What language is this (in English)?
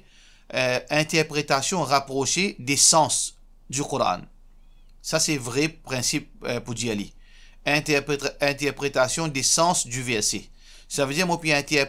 Morisyen